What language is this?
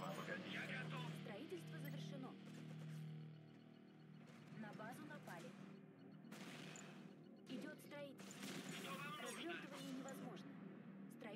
Russian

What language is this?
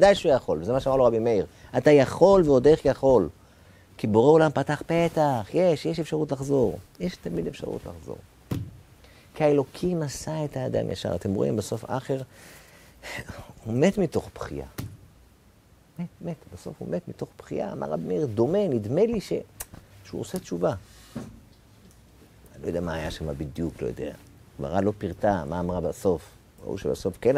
Hebrew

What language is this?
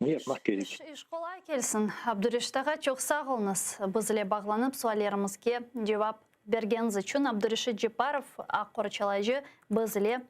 Crimean Tatar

